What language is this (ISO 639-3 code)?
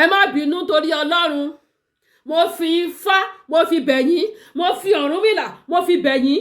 yor